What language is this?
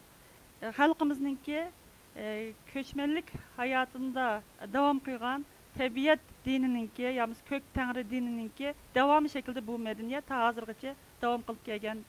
Uyghur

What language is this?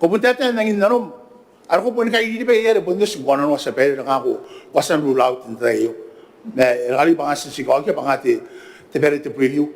Gilbertese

